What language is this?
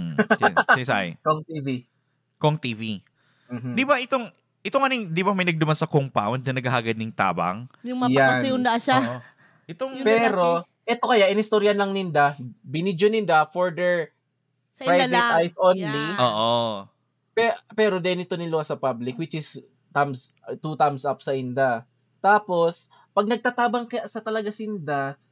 Bikol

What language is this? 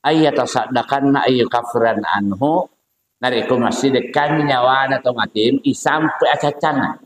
Buginese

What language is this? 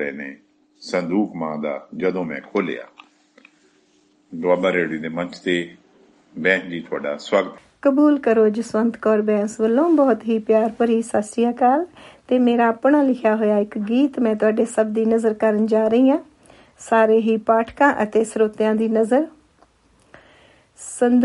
Punjabi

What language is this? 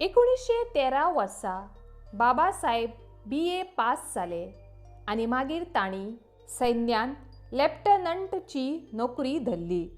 Konkani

